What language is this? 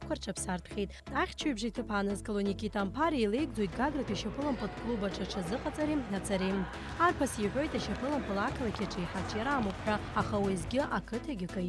Abkhazian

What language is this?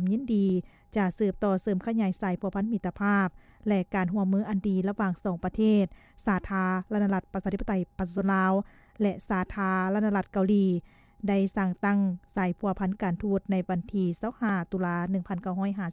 Lao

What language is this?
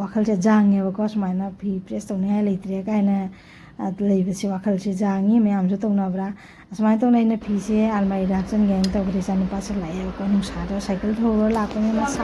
Manipuri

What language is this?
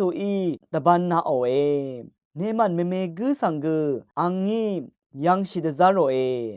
Rawang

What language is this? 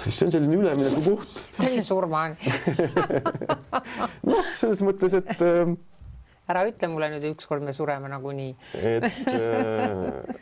Estonian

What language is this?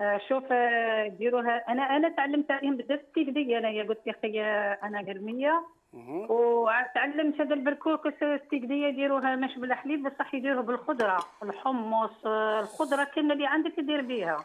Algerian Arabic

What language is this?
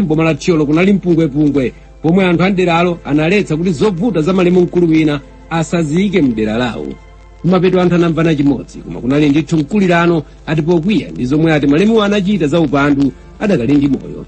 Nyanja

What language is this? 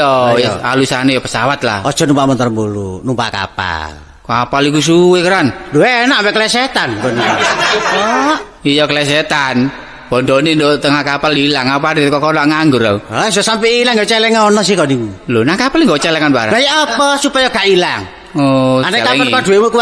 Javanese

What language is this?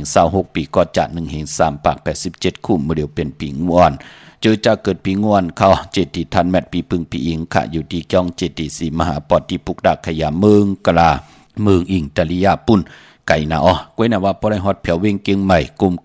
Shan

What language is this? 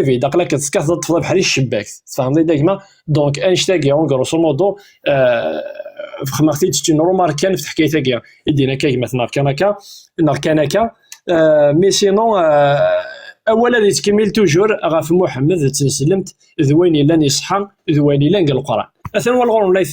Kabyle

